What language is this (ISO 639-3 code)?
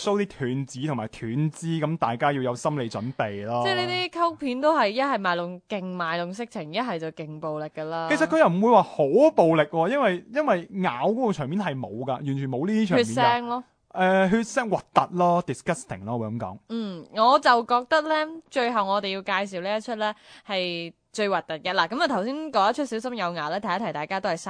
yue